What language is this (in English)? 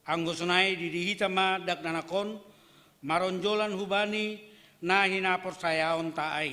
Batak Simalungun